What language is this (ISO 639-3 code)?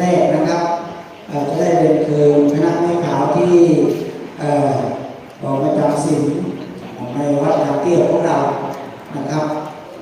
pli